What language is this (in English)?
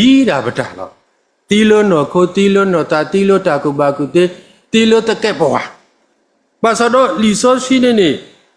S'gaw Karen